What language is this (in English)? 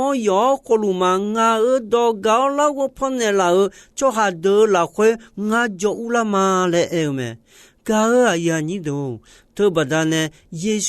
Akha